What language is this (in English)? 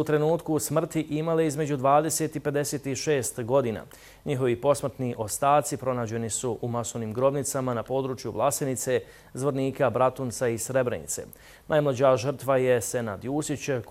Bosnian